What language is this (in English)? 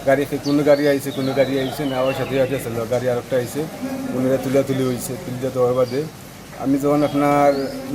Sylheti